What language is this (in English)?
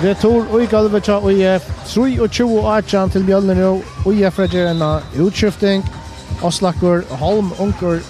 Faroese